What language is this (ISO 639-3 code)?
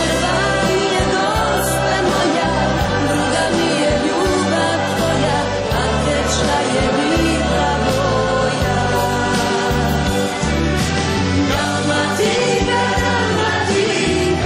hrv